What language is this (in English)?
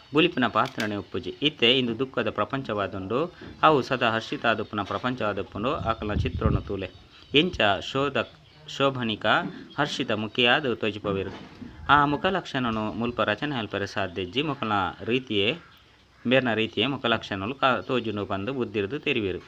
Tulu